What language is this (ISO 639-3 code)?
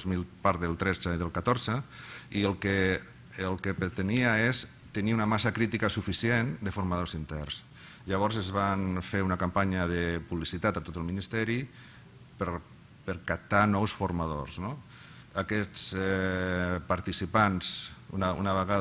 cat